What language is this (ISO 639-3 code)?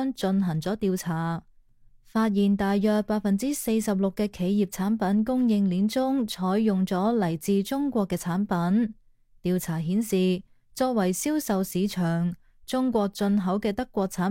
yue